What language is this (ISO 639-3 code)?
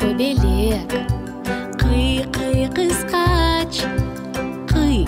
crh